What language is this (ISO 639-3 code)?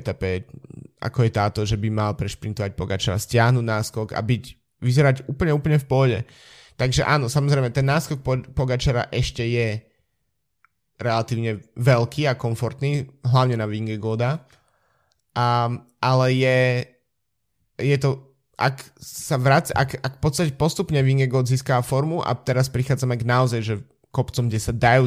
slk